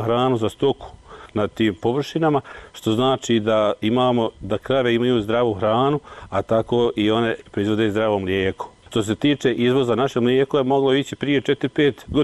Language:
Bosnian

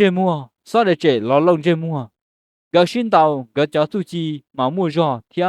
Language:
Hmong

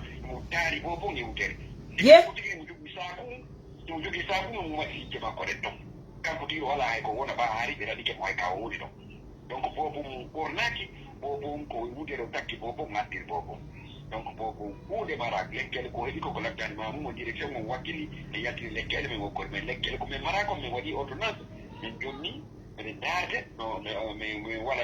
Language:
Fula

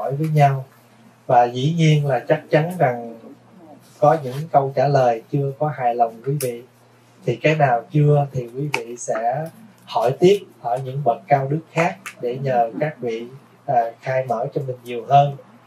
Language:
Vietnamese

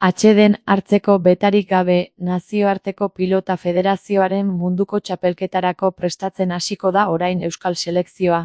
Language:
Basque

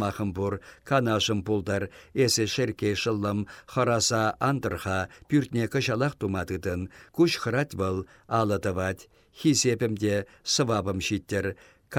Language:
Chuvash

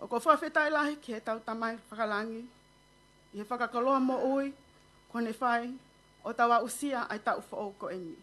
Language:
Tongan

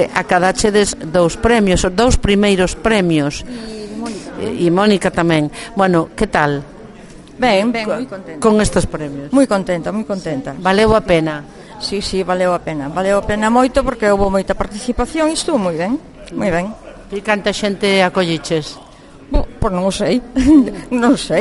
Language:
Galician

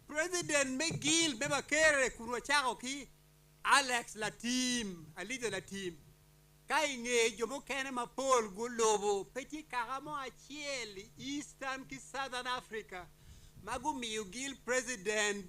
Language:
Acoli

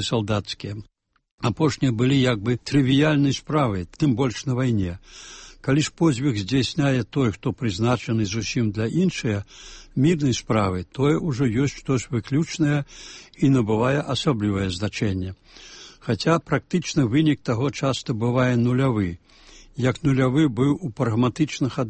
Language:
Belarusian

